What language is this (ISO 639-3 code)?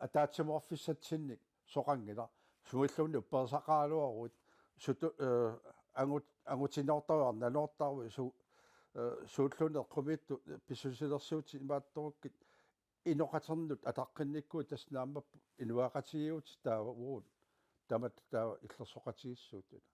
kal